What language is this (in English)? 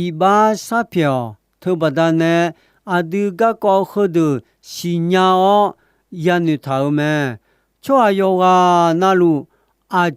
Akha